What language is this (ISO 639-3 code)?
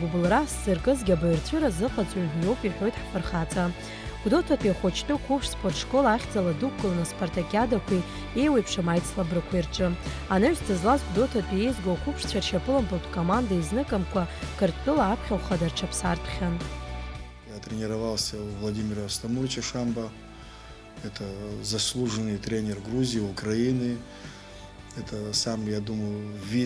abk